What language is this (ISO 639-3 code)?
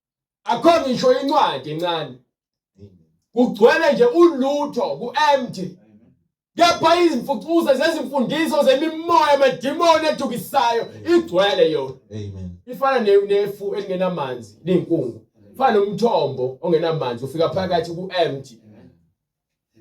zul